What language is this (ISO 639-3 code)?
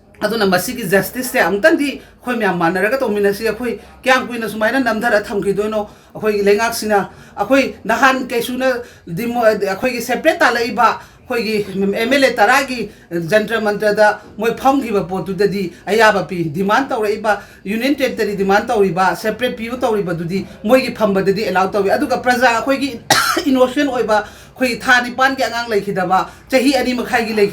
mni